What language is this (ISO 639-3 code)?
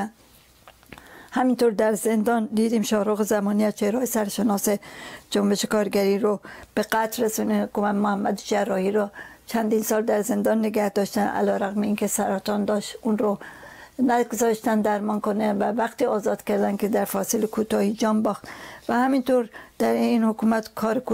fas